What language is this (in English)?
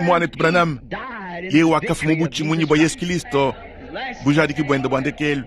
Luba-Lulua